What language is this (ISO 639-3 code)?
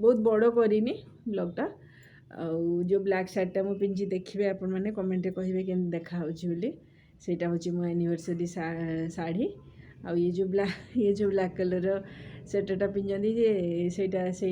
ori